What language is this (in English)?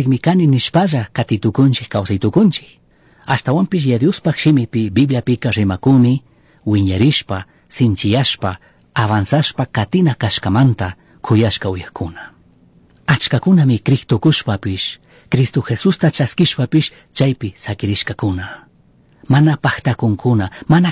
Chimborazo Highland Quichua